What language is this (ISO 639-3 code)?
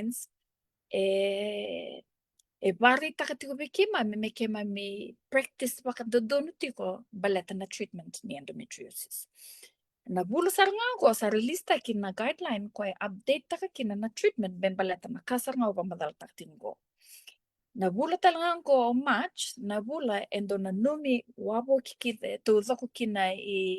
fij